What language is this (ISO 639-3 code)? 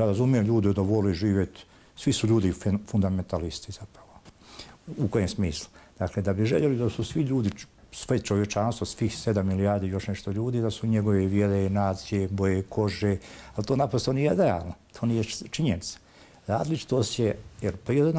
bos